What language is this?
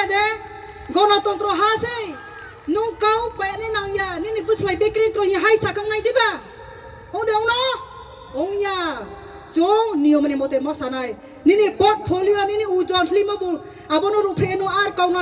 Riang (India)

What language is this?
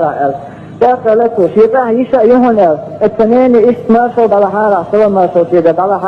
Chechen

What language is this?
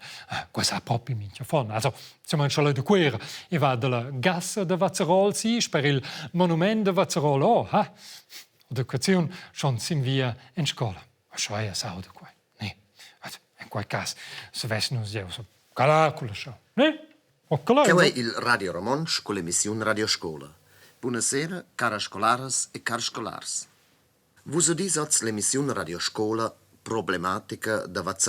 Romansh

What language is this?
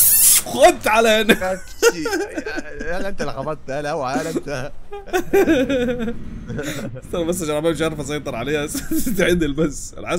Egyptian Arabic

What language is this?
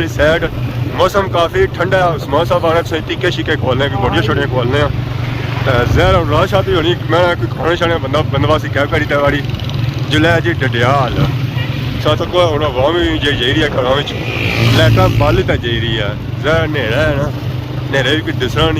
Pahari-Potwari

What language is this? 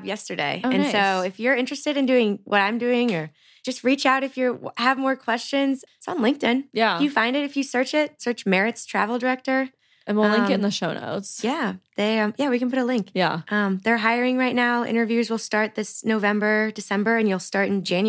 English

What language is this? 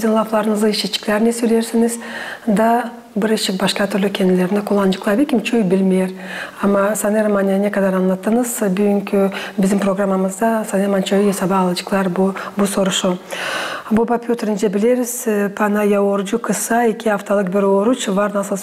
Gagauz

